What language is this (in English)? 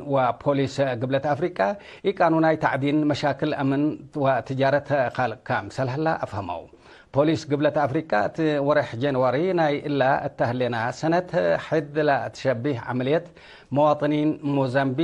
Tigre